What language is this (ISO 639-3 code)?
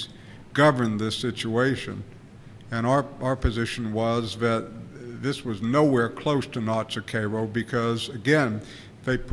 eng